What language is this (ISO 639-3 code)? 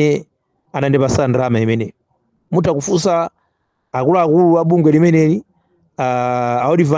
nya